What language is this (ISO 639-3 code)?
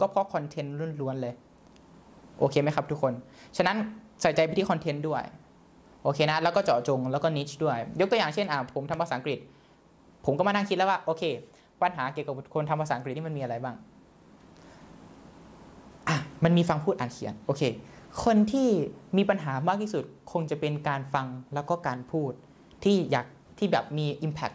tha